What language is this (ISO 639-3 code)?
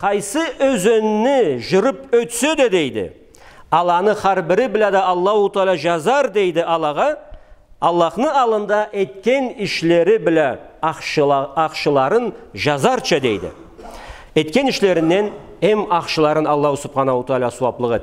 krc